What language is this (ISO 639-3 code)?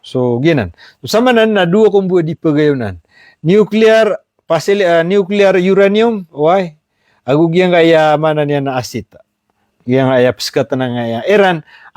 mrw